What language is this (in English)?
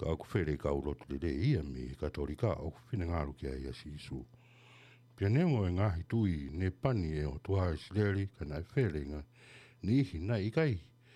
Tongan